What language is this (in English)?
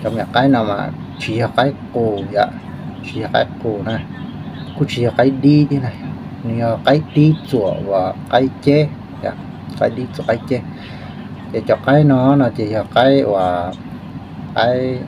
Hmong